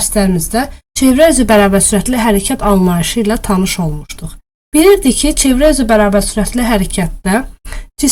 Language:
Azerbaijani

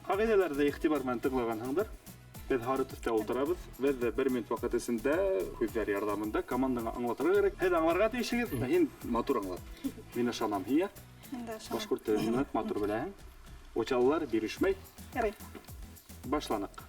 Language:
Bashkir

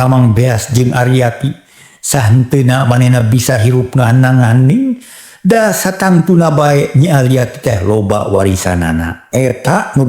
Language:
Sundanese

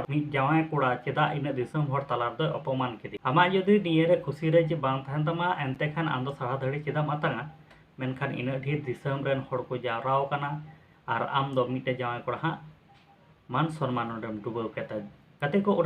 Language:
Santali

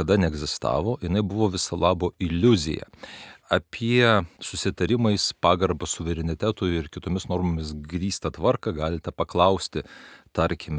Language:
Lithuanian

